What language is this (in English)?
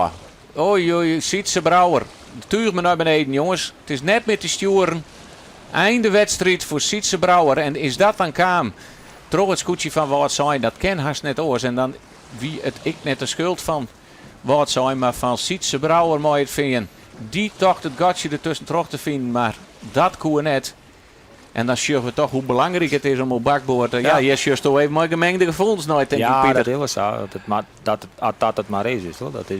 Western Frisian